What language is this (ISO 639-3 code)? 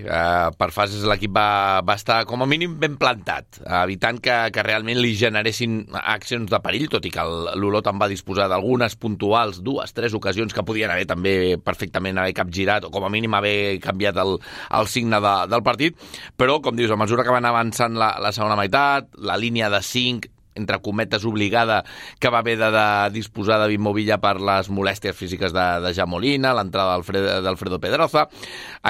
cat